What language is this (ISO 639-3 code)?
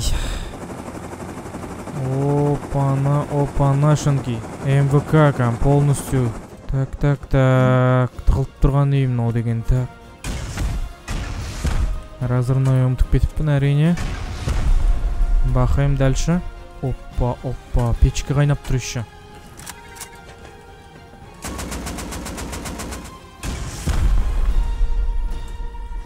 kaz